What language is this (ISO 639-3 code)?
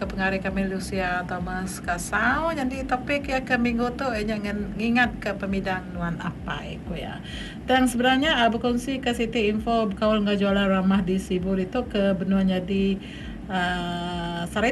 iba